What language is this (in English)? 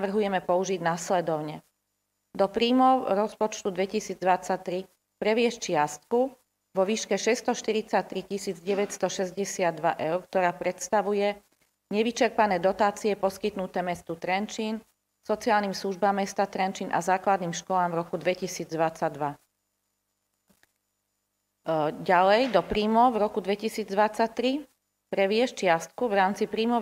Slovak